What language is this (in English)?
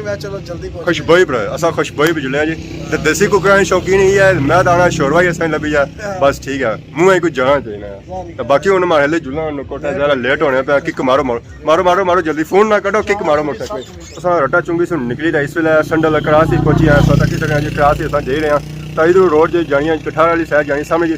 Pahari-Potwari